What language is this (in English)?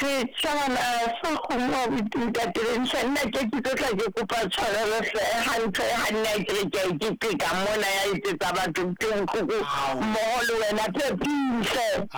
Southern Sotho